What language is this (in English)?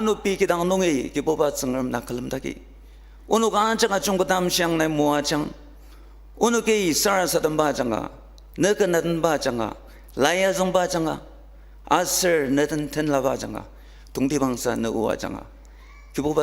Ao Naga